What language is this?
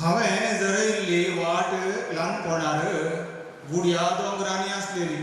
Konkani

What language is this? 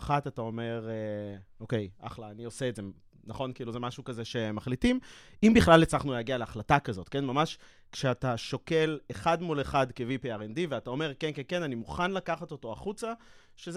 Hebrew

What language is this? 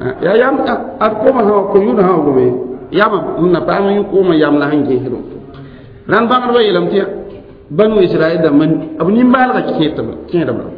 Mossi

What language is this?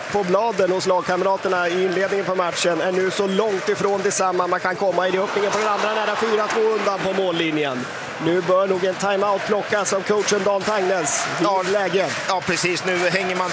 Swedish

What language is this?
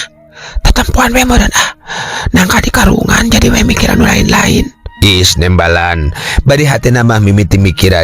Sundanese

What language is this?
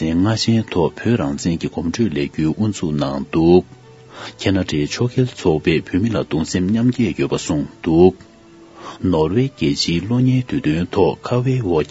Tibetan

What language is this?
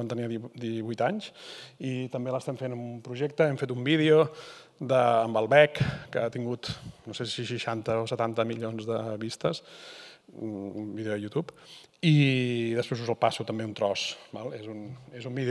Catalan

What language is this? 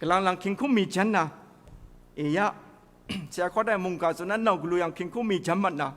Kachin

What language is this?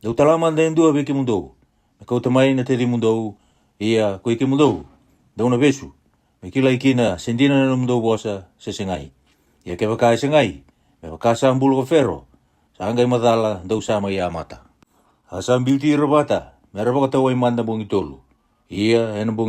Fijian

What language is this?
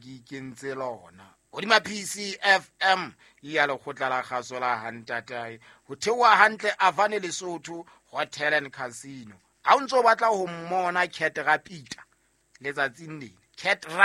Southern Sotho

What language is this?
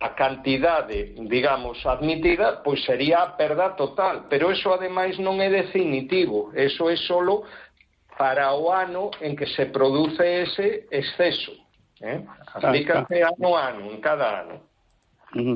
Galician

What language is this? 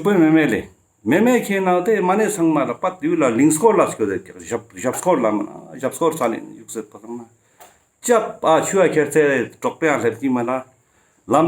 Ladakhi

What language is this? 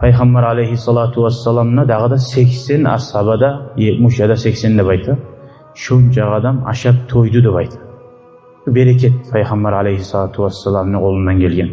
Kumyk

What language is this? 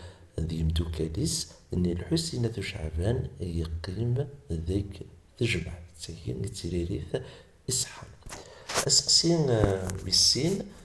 Kabyle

